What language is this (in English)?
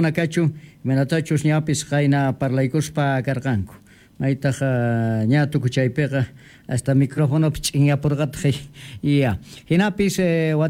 South Bolivian Quechua